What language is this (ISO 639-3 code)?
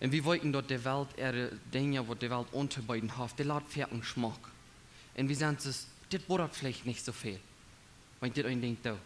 pdt